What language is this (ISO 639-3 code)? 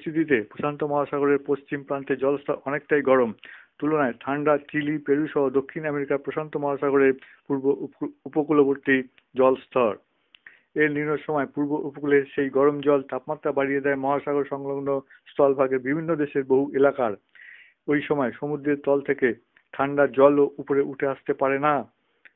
ben